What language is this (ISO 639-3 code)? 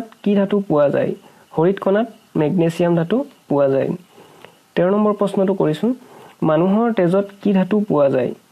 asm